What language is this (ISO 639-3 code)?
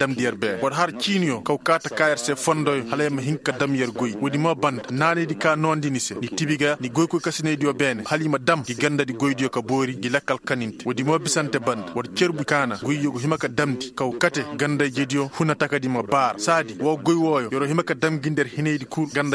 ses